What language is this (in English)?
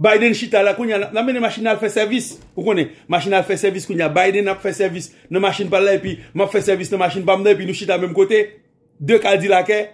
Haitian Creole